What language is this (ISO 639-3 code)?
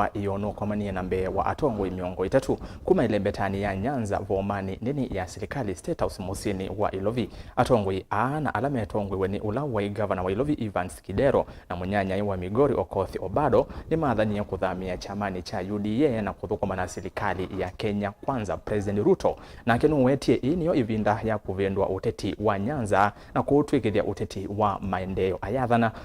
kam